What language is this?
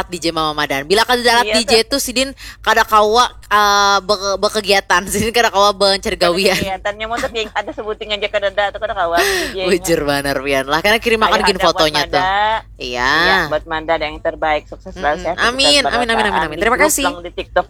Banjar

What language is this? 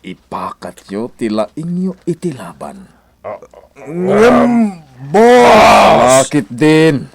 Iloko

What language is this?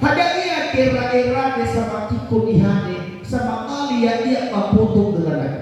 Nias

